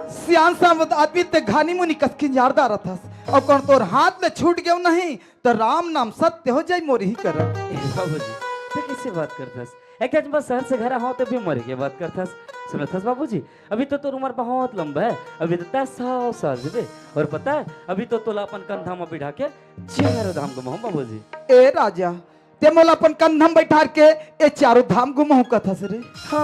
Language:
Chhattisgarhi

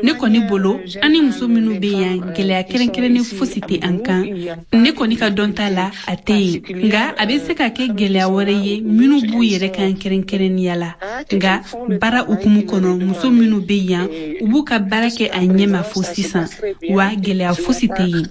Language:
Bambara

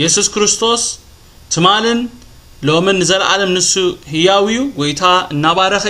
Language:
Tigrinya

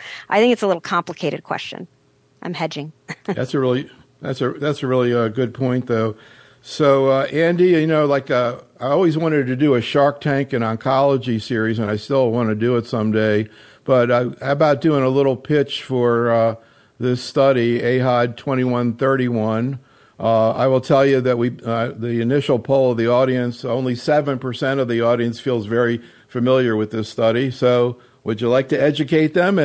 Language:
English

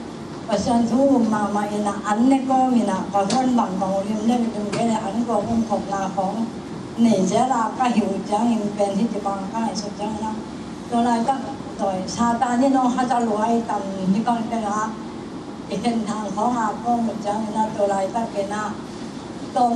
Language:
Tedim Chin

